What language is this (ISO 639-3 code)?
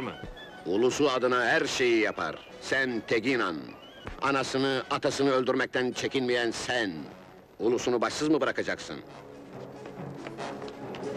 tur